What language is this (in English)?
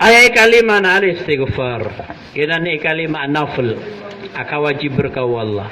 Maranao